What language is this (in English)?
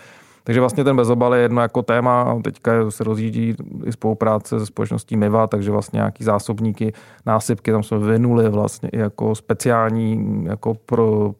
Czech